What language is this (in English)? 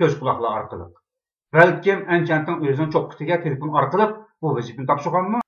Uyghur